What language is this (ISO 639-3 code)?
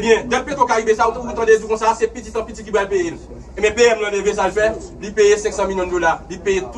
hat